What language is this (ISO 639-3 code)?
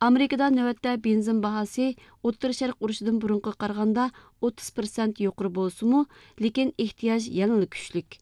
uig